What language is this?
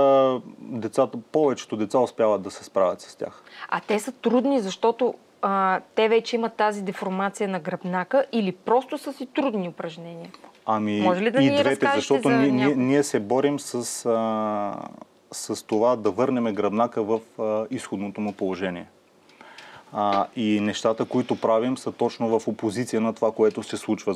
Bulgarian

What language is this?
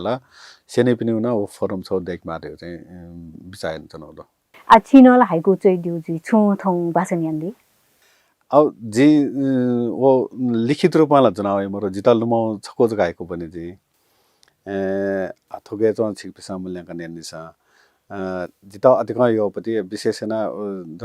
Newari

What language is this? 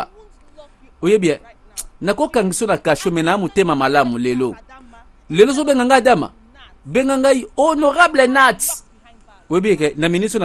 Lingala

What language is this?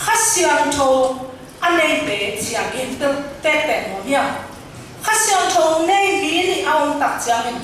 Tedim Chin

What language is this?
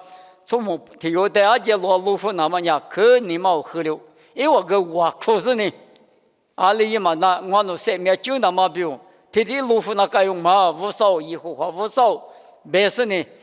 Lisu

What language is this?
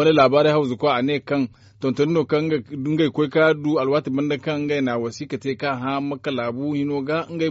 Zarma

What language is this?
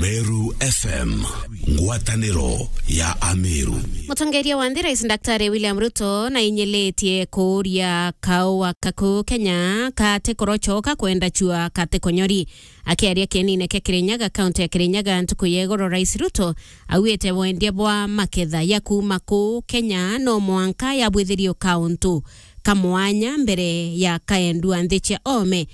Meru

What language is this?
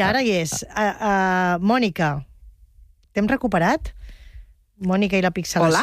Catalan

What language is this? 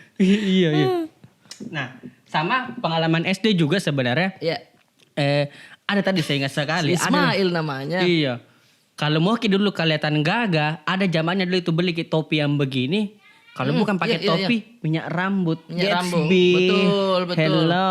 Makassar Malay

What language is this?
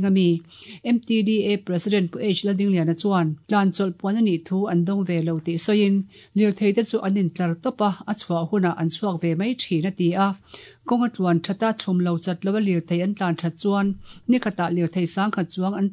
Mizo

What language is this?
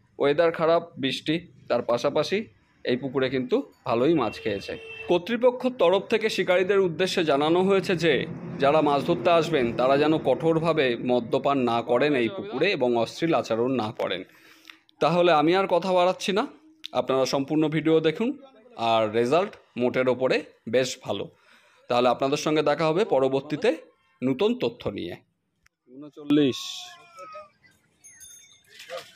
Bangla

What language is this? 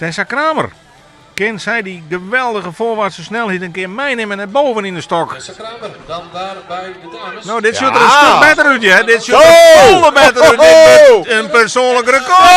Western Frisian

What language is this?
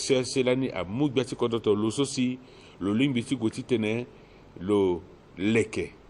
Sango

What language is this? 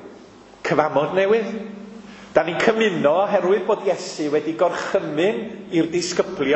Welsh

